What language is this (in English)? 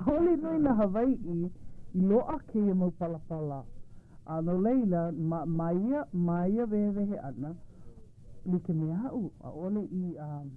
Hawaiian